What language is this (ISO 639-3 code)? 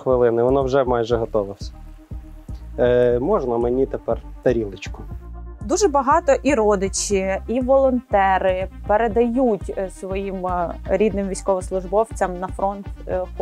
ukr